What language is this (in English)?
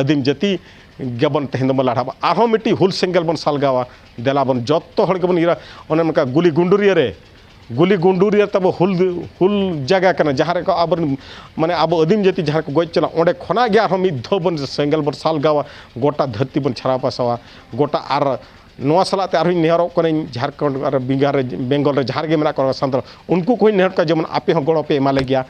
Santali